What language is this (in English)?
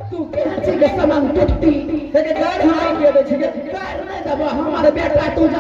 Angika